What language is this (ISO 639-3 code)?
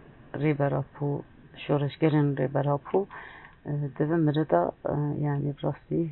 kur